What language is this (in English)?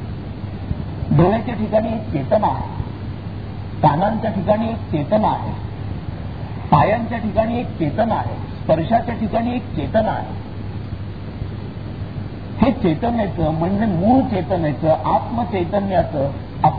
Marathi